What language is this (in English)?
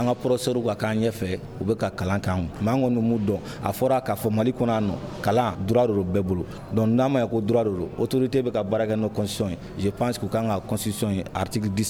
Bambara